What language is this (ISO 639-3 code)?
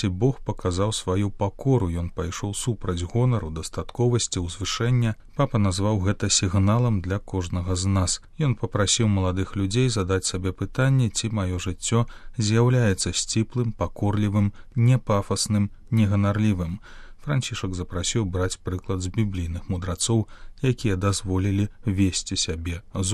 bel